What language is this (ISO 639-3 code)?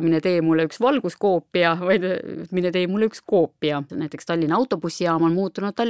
est